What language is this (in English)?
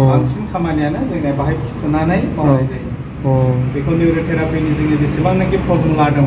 Bodo